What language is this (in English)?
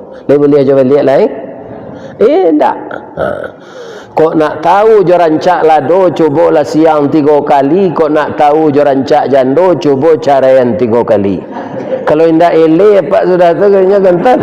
Minangkabau